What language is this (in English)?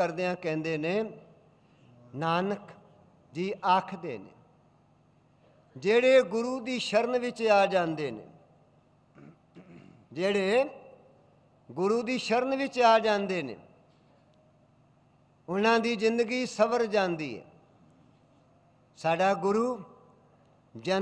Punjabi